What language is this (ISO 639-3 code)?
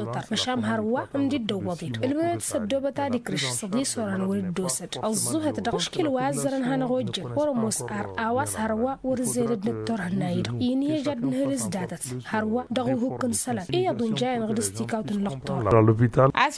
taq